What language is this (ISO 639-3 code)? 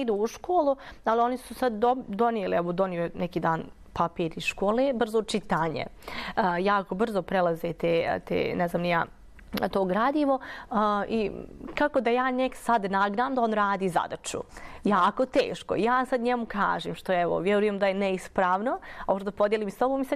bos